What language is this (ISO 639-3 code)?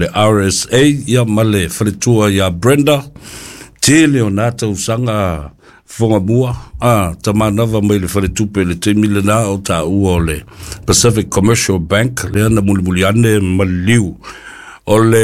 smo